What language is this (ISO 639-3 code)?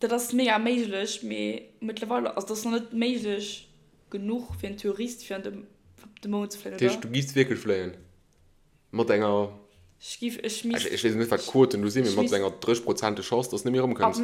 ltz